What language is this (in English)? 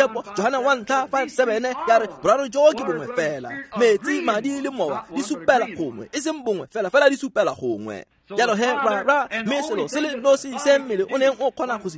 Tswana